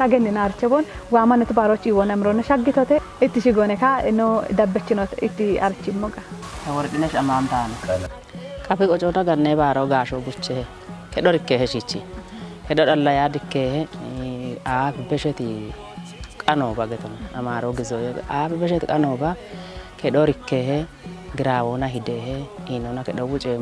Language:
Kafa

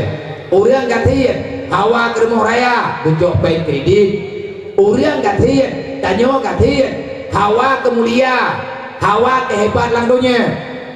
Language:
Achinese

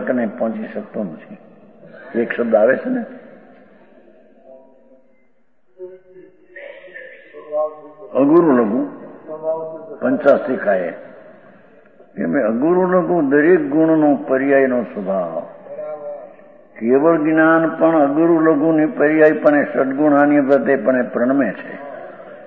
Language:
Gujarati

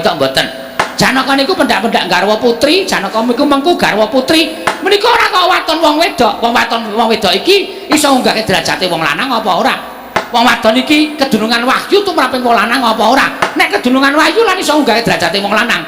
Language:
Javanese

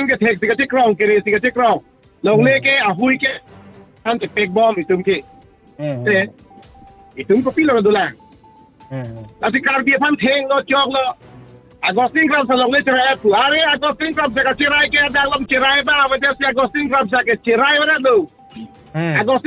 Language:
Karbi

